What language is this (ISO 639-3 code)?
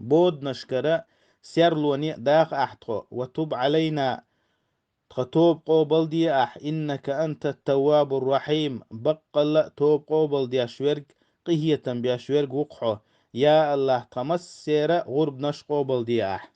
che